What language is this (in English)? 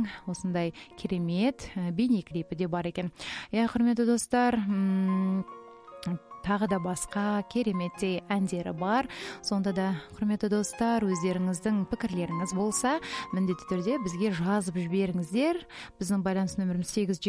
Kazakh